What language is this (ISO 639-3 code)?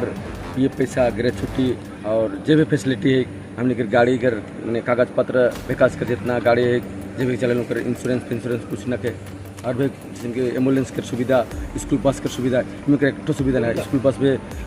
sck